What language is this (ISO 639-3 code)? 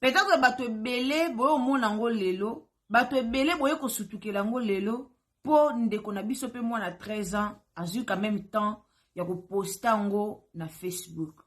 lin